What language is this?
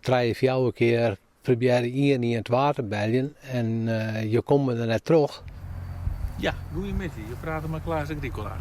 Western Frisian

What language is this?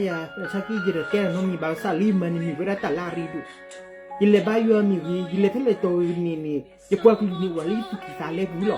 S'gaw Karen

